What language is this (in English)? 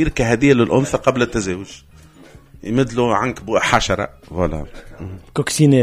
Tunisian Arabic